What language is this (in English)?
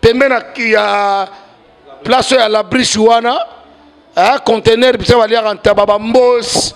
Lingala